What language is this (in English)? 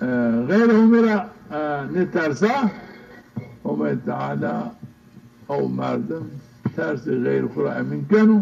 Zaza